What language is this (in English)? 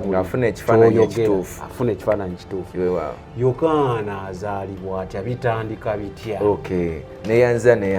Ganda